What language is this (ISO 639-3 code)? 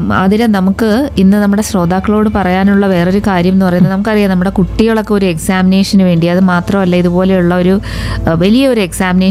mal